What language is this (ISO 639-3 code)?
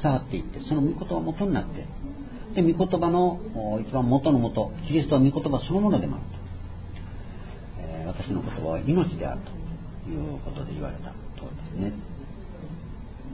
jpn